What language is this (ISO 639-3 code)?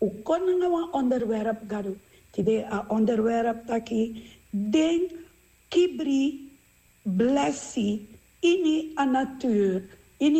srn